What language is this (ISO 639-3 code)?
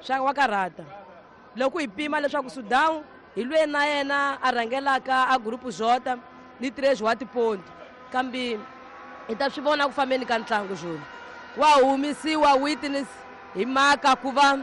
tso